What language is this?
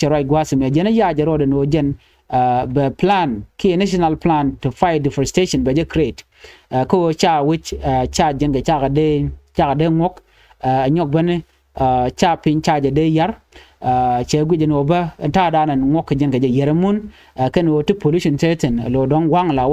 Nuer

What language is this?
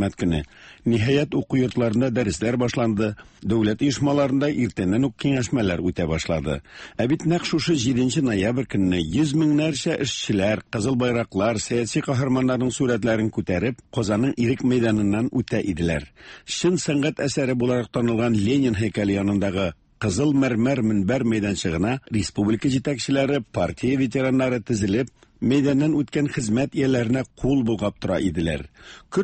Tatar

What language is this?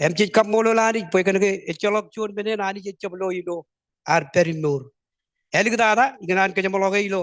Marshallese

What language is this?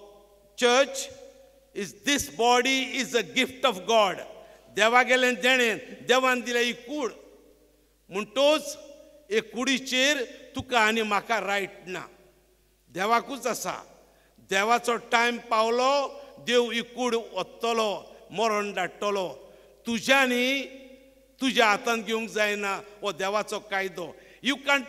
Konkani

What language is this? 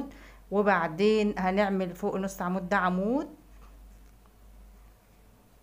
Egyptian Arabic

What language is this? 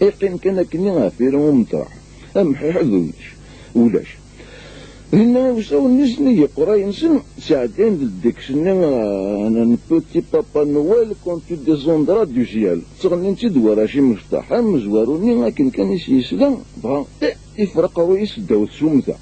Kabyle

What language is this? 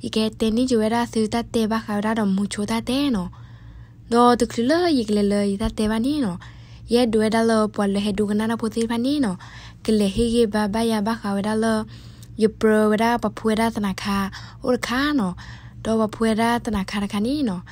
S'gaw Karen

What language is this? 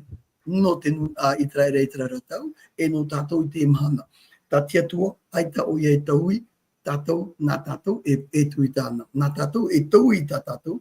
Tahitian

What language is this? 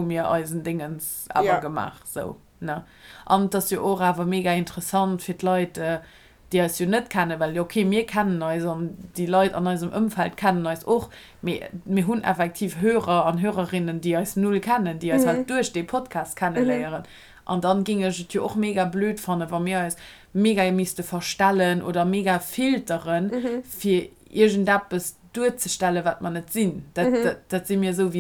Luxembourgish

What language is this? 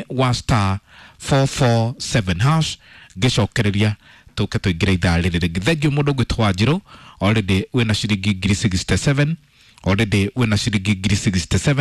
Kikuyu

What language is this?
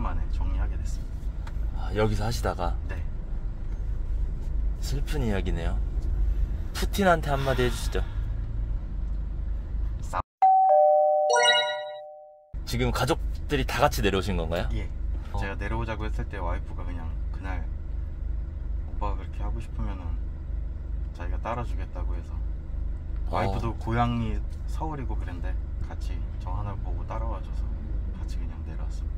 Korean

